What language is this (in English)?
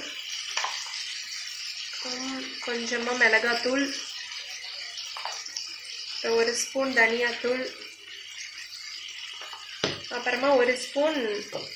Tamil